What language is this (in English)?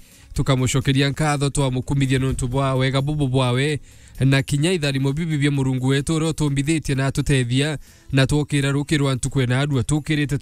Meru